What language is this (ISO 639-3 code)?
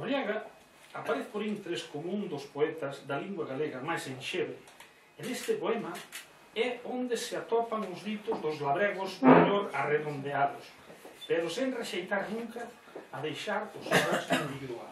glg